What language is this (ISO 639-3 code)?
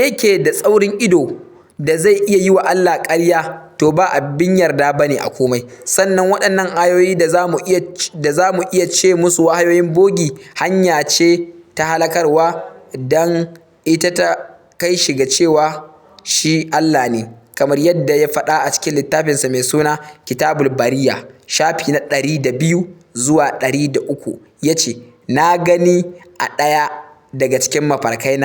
hau